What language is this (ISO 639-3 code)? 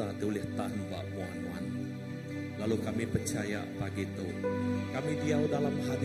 iba